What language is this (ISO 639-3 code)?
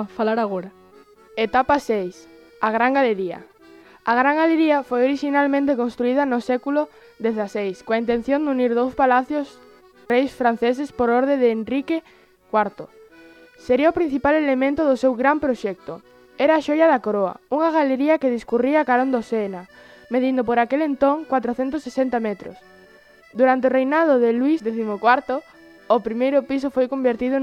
glg